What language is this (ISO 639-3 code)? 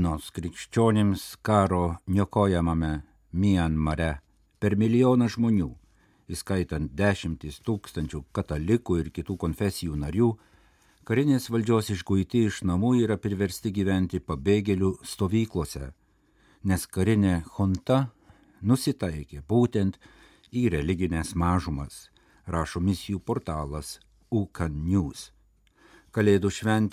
lit